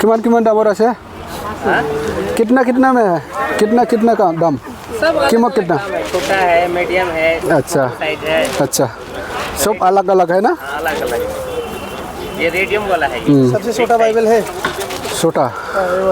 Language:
Bodo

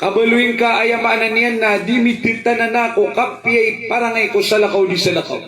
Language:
Maranao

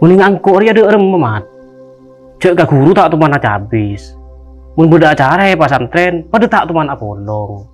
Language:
Madurese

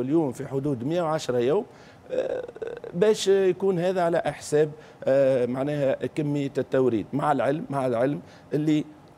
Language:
Tunisian Arabic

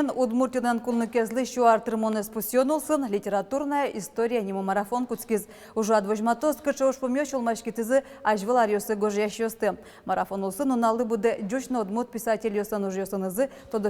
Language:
Udmurt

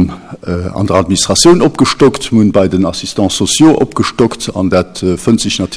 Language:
Luxembourgish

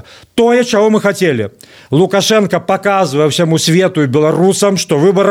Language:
Belarusian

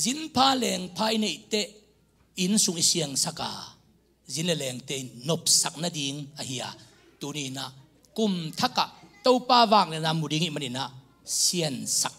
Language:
Tedim Chin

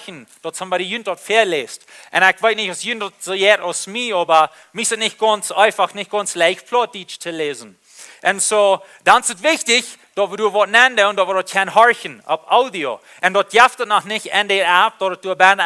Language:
Plautdietsch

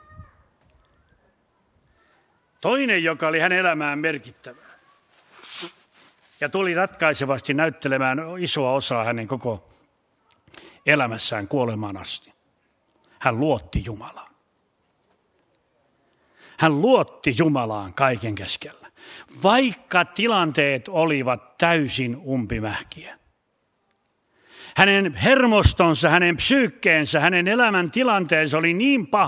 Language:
Finnish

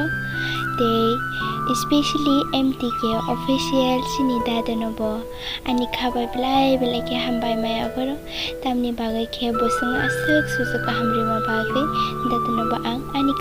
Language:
Kok Borok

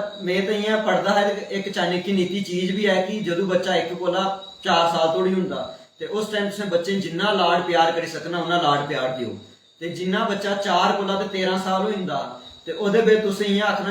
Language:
Dogri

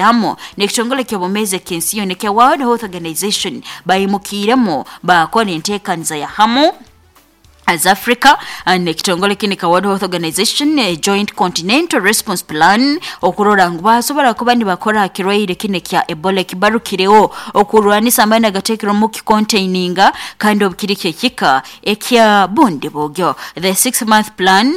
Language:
Nyoro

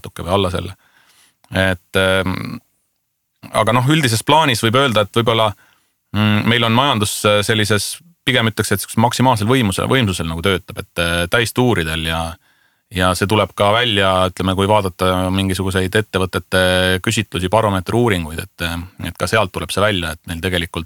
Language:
Estonian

